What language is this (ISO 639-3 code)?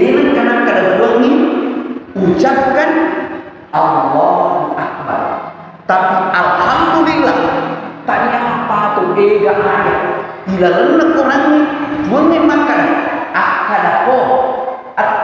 bug